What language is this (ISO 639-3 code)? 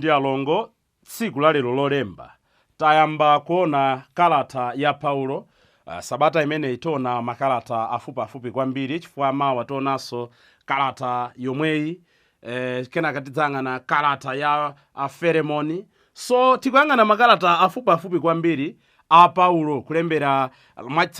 nya